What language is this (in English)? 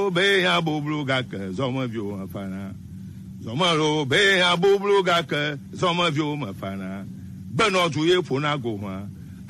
Gen